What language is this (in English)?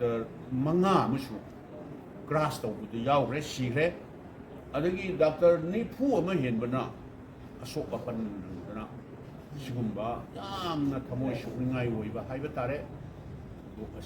Manipuri